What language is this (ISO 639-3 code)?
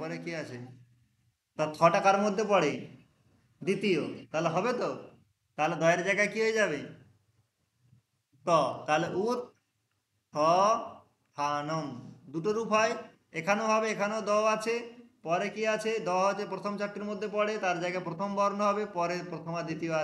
ben